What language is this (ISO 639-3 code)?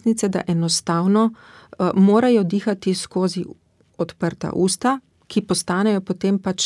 slv